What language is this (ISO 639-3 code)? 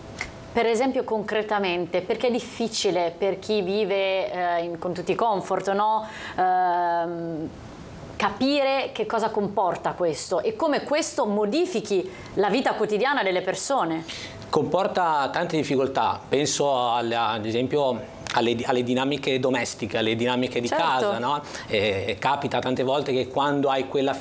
ita